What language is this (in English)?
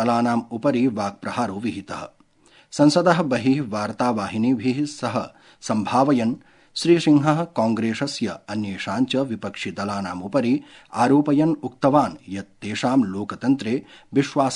Sanskrit